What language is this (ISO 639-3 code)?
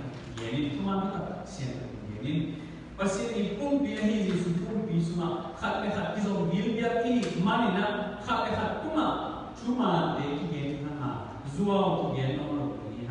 ctd